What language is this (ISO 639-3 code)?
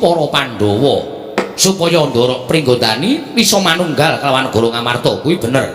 jav